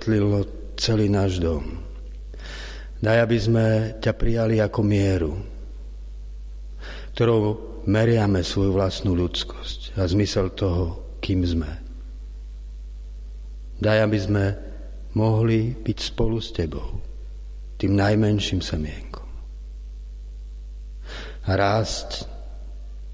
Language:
Slovak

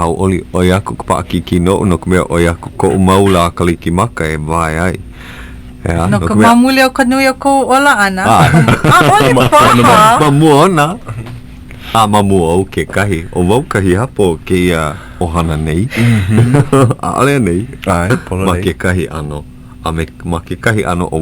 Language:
Hawaiian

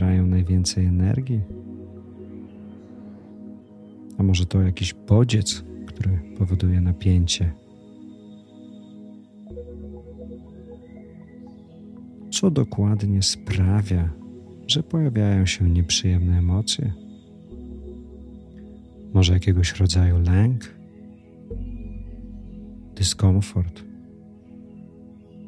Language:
Polish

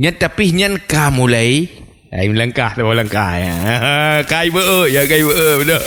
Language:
Achinese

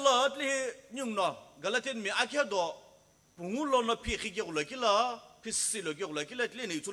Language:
Sumi Naga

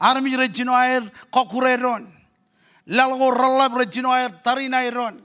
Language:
Marshallese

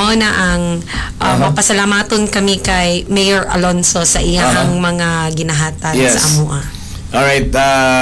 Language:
Cebuano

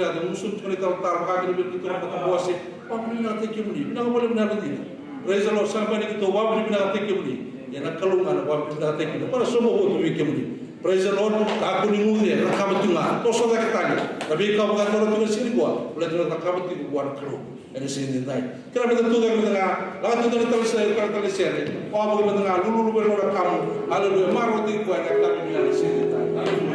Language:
Fijian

